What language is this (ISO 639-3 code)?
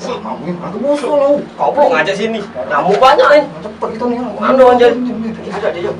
mui